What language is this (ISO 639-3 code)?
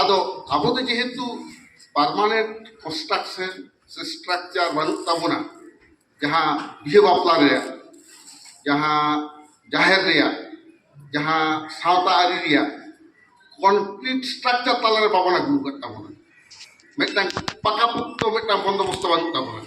sat